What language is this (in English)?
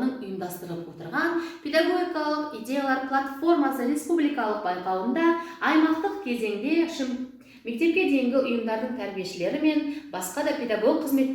Kazakh